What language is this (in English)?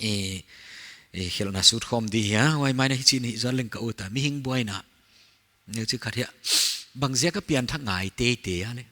Paite Chin